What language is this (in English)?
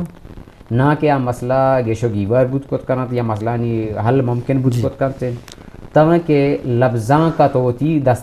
Eastern Balochi